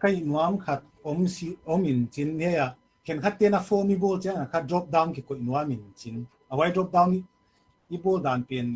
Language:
Paite Chin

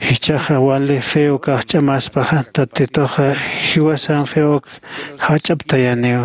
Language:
Aymara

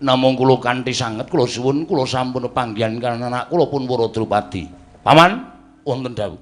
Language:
Javanese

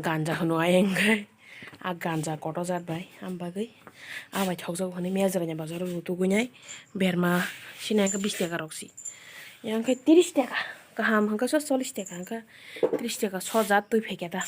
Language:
Kok Borok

